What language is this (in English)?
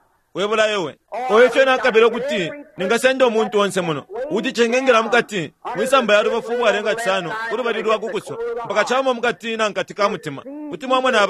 Bemba